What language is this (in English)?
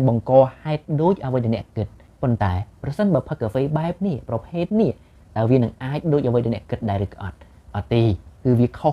Khmer